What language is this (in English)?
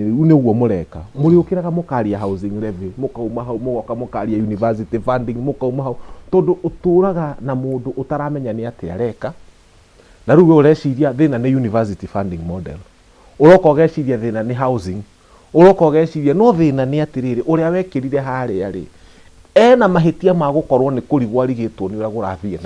Kikuyu